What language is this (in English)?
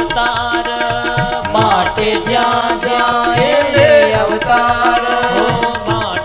Gujarati